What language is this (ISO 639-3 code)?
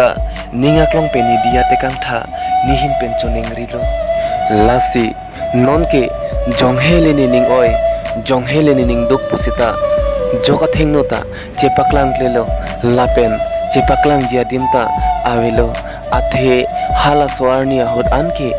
mjw